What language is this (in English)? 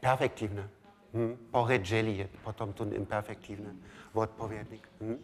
Upper Sorbian